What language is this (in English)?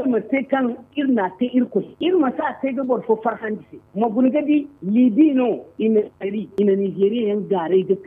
Zarma